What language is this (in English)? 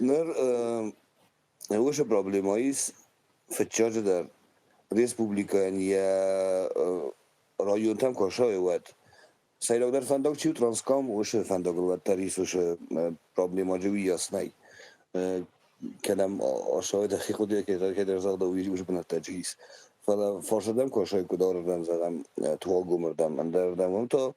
Ossetic